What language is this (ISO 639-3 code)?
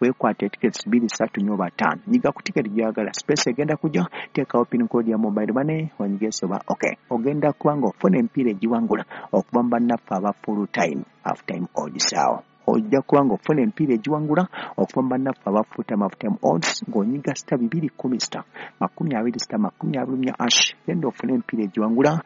lug